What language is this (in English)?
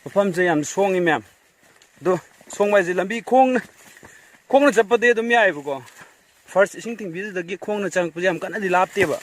Manipuri